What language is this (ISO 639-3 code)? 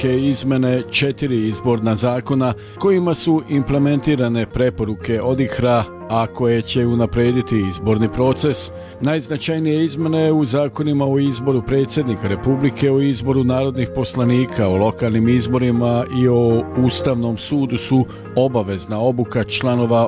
srp